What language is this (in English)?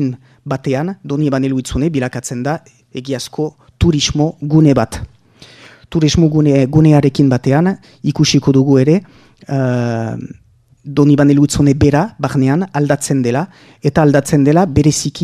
Basque